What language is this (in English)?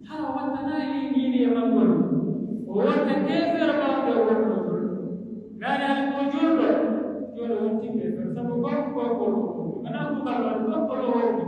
Pular